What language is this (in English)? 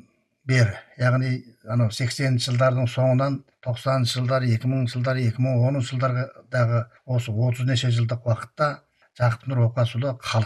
Kazakh